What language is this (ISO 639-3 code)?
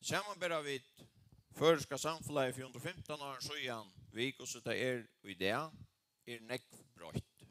fao